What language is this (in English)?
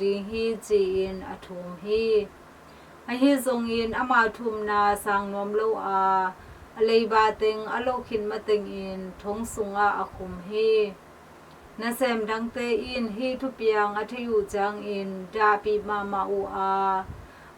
Tedim Chin